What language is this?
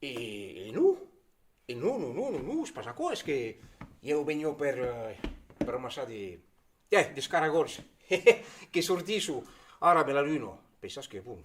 Occitan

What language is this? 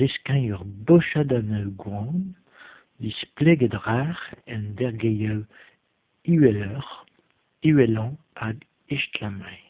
Breton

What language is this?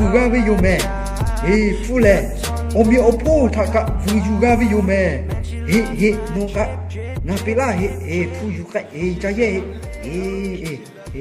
Lahu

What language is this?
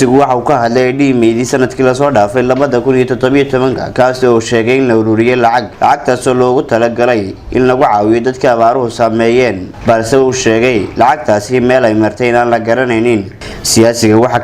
Somali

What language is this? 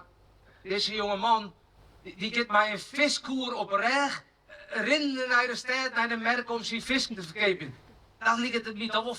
Western Frisian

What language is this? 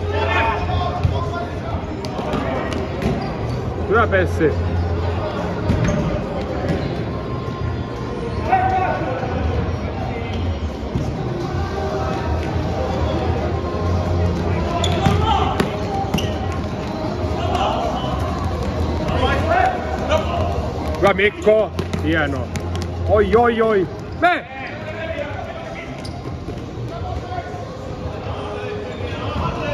Finnish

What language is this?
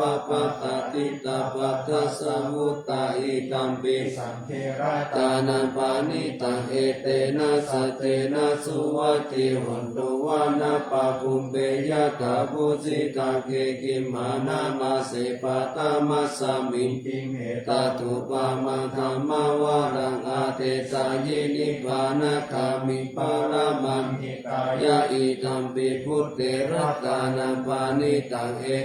Pali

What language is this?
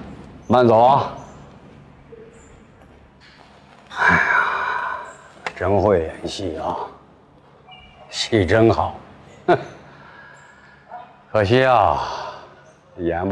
Chinese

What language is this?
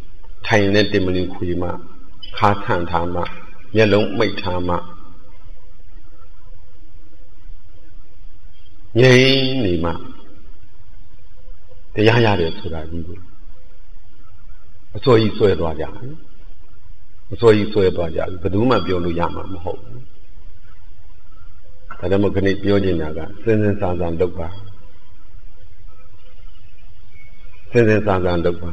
Burmese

